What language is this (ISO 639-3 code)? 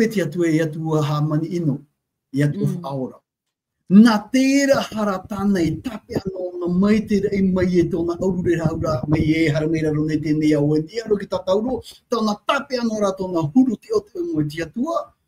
tah